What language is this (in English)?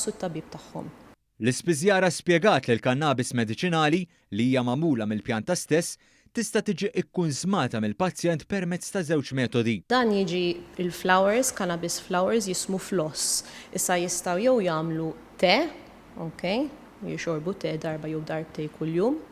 Maltese